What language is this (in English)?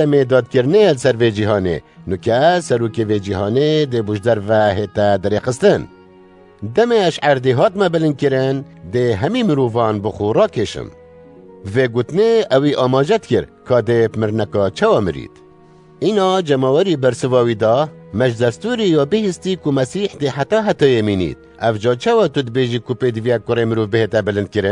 Kurdish